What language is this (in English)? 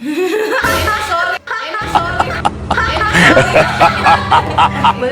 Manado Malay